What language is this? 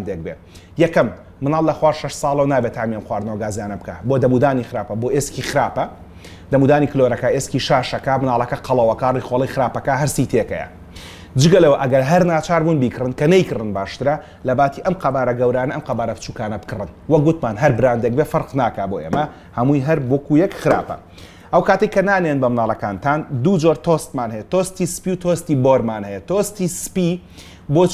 Central Kurdish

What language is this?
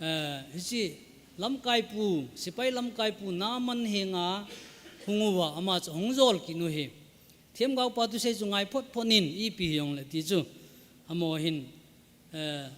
Thado Chin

